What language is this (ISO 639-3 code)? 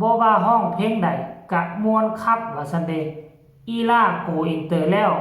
tts